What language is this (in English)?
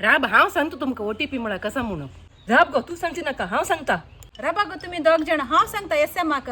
Konkani